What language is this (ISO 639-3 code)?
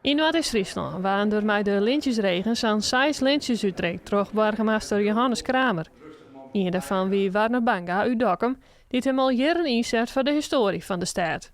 fry